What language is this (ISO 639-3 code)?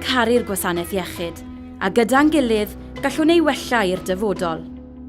cym